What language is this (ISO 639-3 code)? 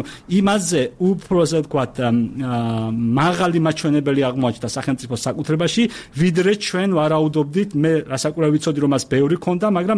kat